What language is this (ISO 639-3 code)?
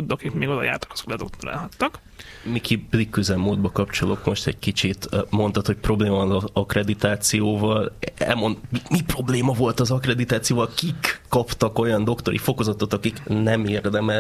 hun